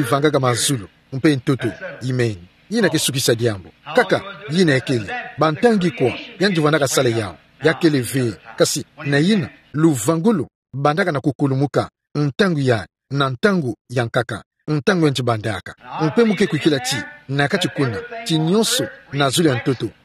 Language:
Kituba (Democratic Republic of Congo)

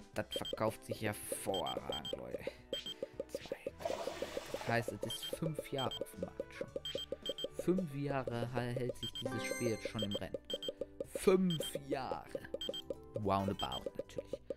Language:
German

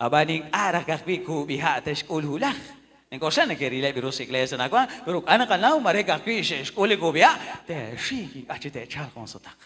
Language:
Kekchí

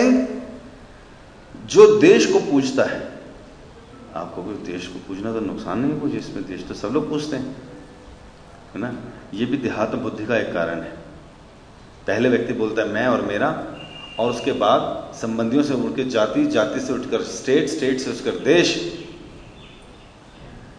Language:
Hindi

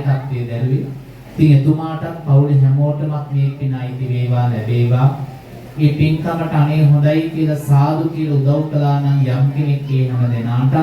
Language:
Sinhala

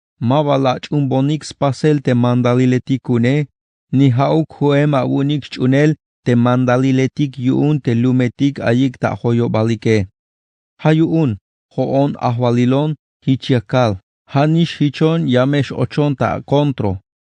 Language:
Tzeltal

